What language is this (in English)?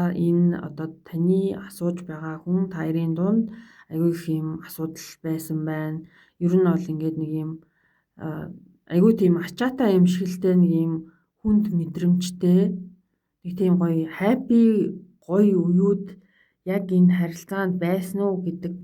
Mongolian